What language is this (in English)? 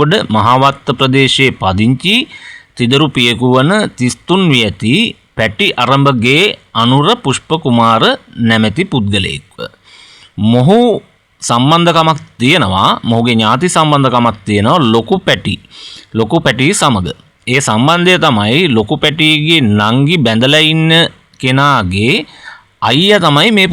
Sinhala